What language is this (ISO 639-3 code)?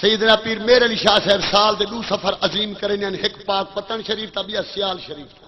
skr